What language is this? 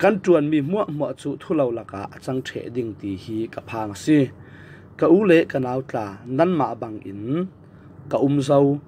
Falam Chin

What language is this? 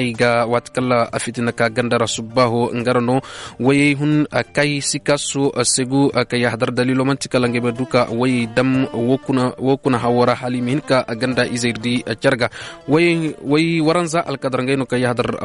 Koyraboro Senni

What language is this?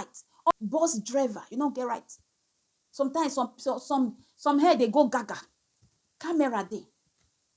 Nigerian Pidgin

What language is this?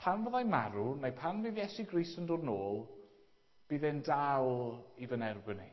Welsh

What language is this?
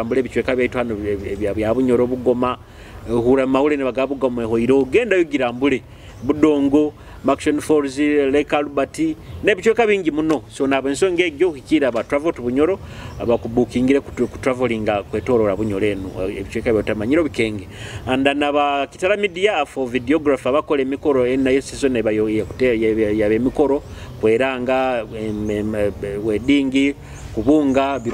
Nyoro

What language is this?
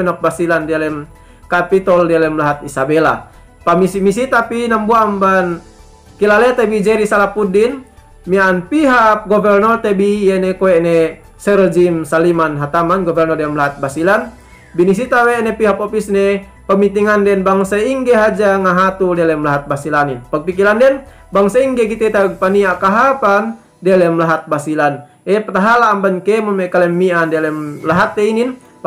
Yakan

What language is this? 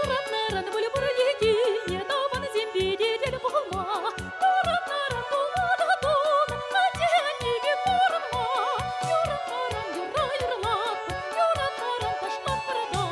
Chuvash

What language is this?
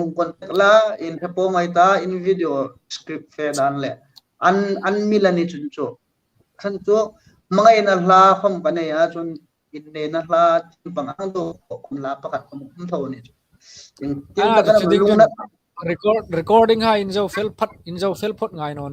Hmar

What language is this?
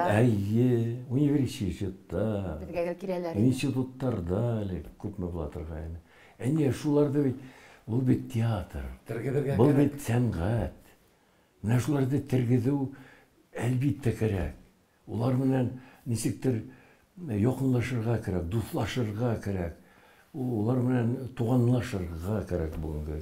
Bashkir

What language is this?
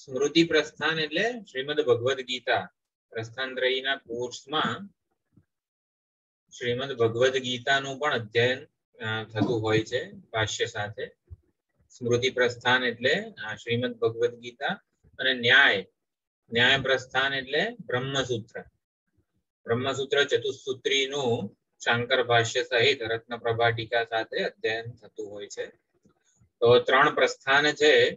Gujarati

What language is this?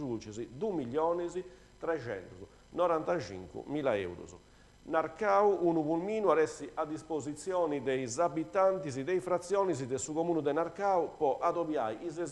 Sardinian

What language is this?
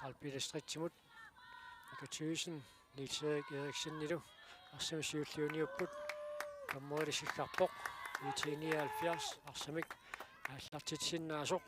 Kalaallisut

